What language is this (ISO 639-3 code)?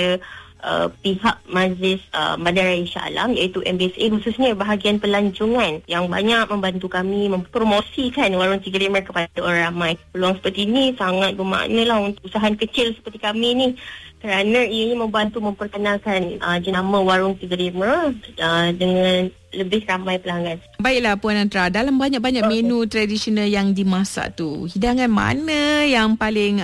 msa